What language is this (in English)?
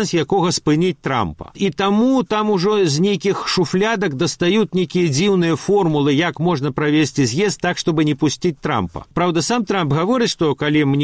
Belarusian